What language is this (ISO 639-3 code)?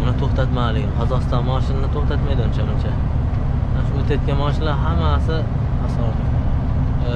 uzb